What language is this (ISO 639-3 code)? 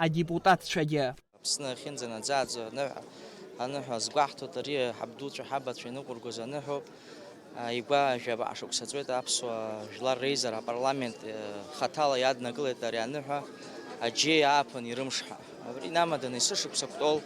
abk